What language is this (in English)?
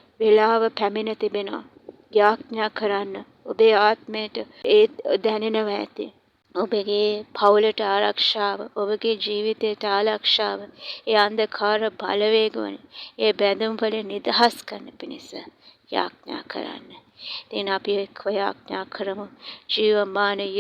Sinhala